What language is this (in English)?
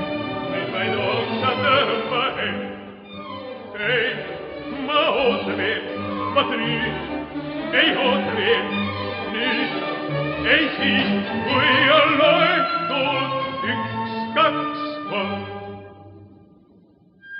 Estonian